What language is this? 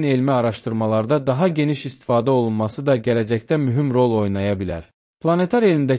Azerbaijani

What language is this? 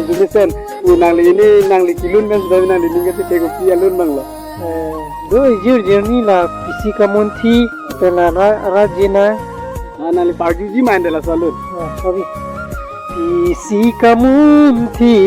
Karbi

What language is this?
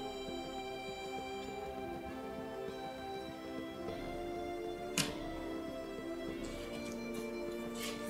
Bulgarian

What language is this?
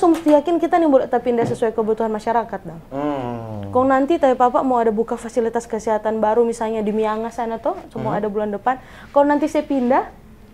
Manado Malay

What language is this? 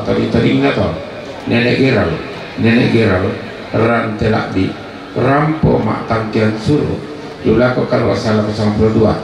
Toraja-Sa'dan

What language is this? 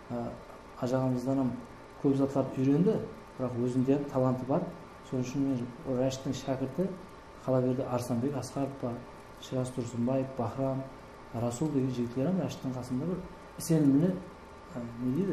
Kara-Kalpak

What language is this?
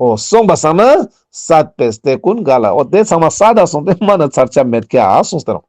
Ladakhi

